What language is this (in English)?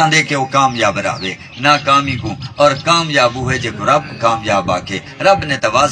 Saraiki